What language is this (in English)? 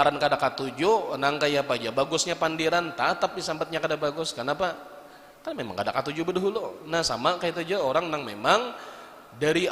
Banjar